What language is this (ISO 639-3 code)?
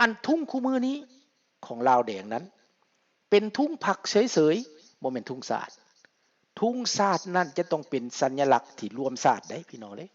lao